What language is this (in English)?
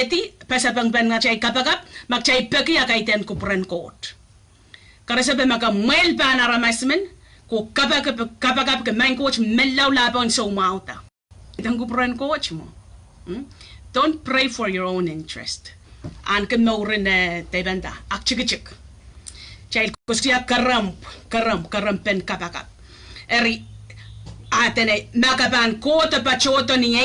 Pohnpeian